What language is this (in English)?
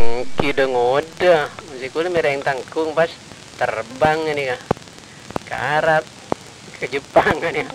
Madurese